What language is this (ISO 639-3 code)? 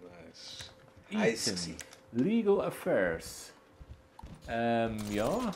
gsw